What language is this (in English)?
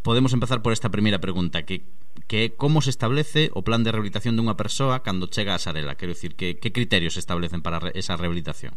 Galician